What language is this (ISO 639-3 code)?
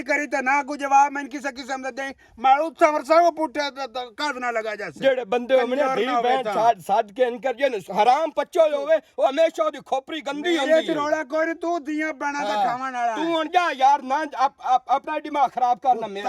lah